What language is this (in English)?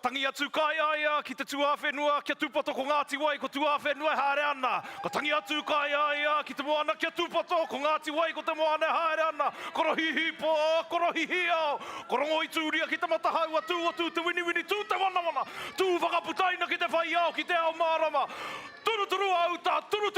Māori